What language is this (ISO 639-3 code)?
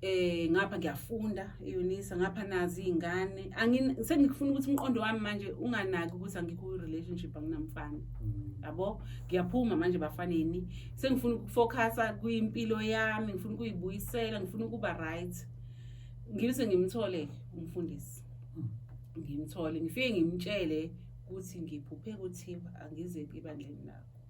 zul